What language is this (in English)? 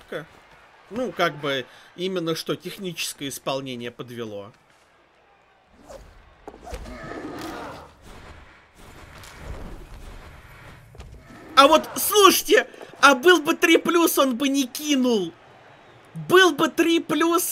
Russian